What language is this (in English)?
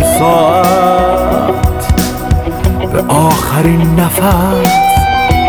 Persian